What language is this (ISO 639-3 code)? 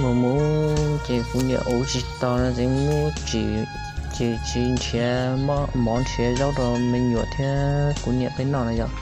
hmn